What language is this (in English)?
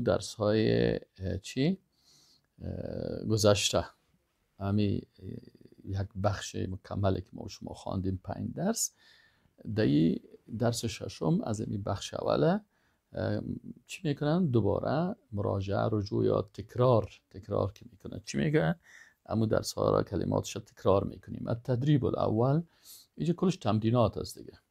Persian